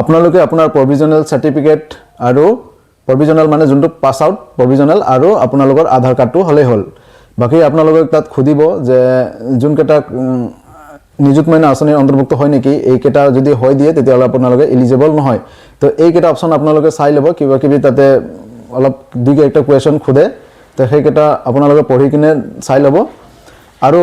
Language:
Assamese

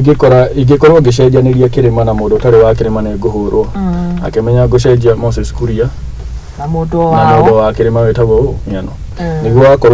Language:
Kikuyu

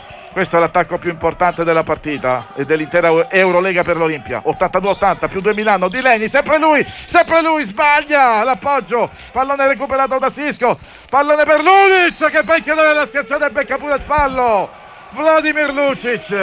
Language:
Italian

